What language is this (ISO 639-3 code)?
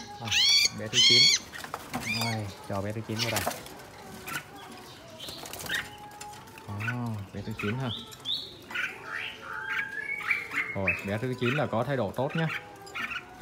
vie